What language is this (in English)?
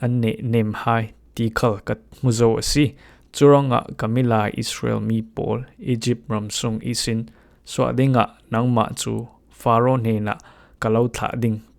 Falam Chin